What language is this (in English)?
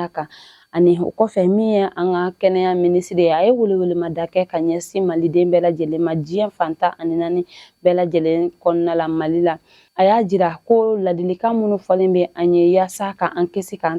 Bambara